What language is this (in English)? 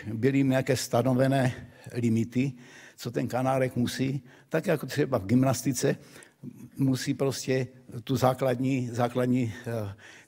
Czech